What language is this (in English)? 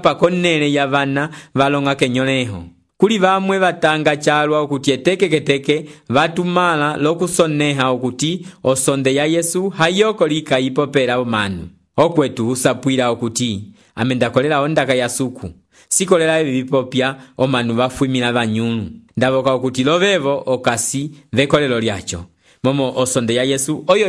Umbundu